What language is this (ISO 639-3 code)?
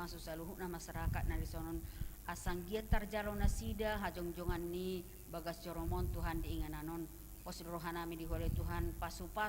bbc